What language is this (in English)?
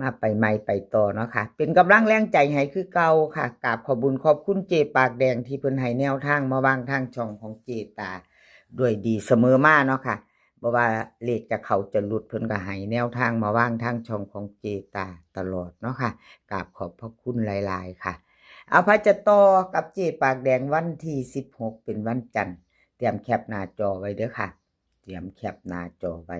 Northeastern Thai